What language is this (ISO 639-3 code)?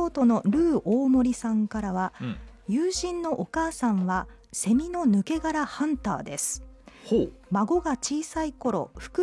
jpn